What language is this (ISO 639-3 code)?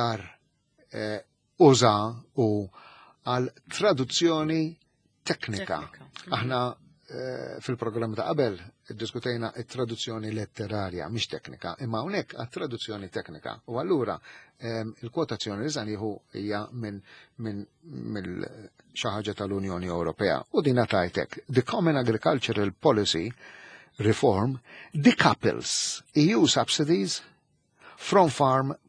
mlt